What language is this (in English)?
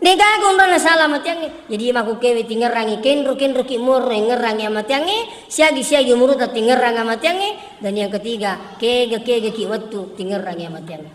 Buginese